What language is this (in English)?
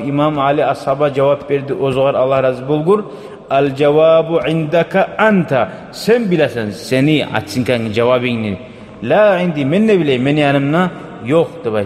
Kumyk